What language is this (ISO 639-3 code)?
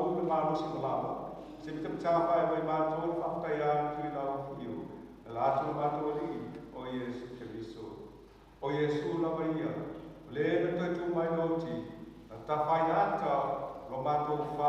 smo